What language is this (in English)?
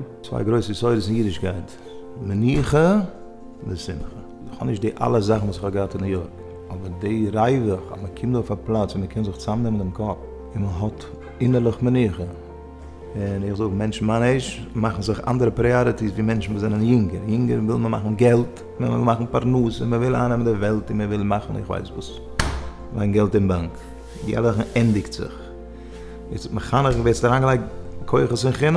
Yiddish